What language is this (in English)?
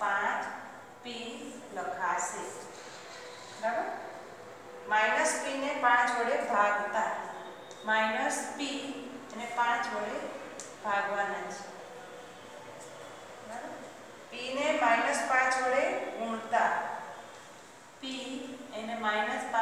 Gujarati